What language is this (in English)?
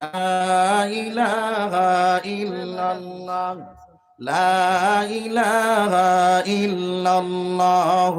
Sylheti